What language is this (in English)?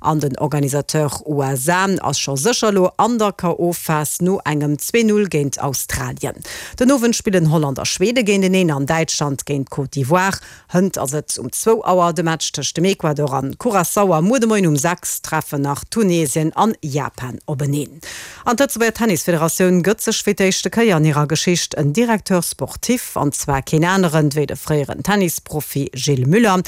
Luxembourgish